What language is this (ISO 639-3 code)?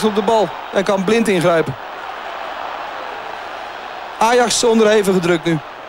nld